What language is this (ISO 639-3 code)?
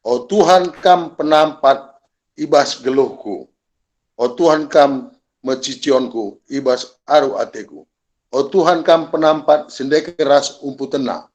btx